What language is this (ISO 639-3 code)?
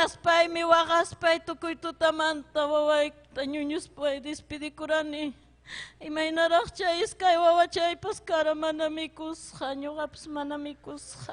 quy